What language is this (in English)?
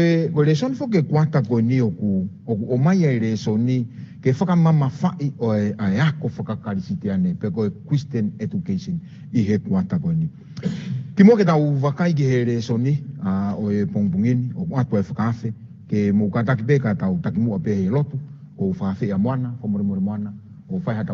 Tongan